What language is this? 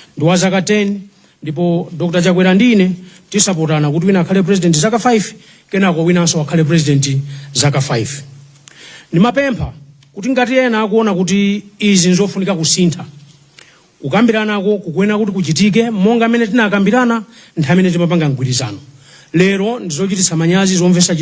Nyanja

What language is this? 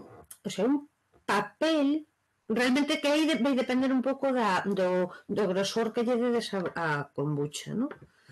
Galician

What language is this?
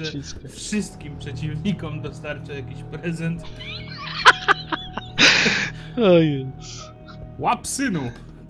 Polish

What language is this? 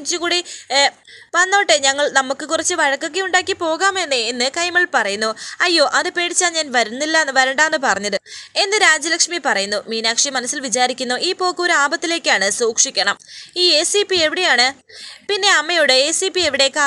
Malayalam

